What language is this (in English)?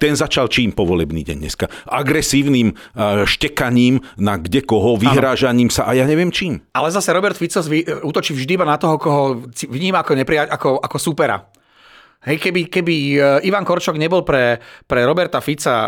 Slovak